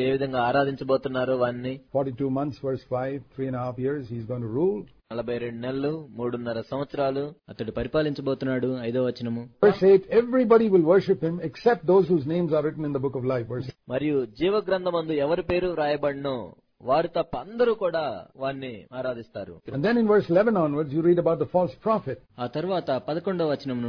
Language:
Telugu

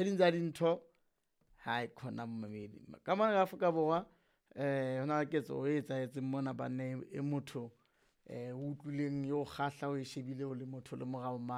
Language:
Southern Sotho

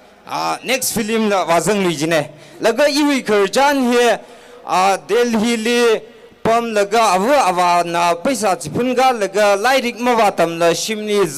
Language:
Tangkhul Naga (India)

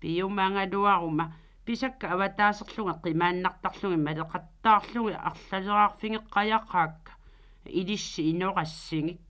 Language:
Kalaallisut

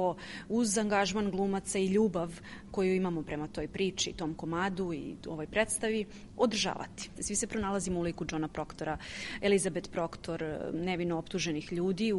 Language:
Serbian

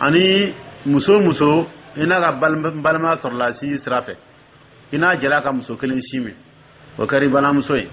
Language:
Dyula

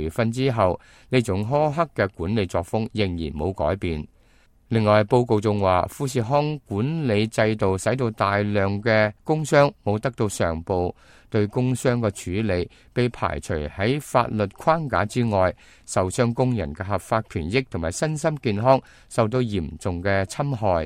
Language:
Cantonese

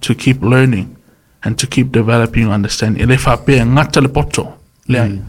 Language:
Samoan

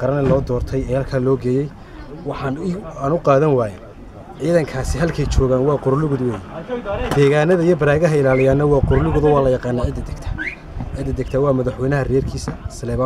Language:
Somali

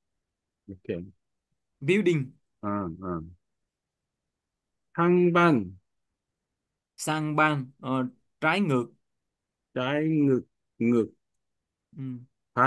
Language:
Vietnamese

